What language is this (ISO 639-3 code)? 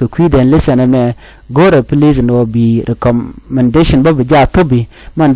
nus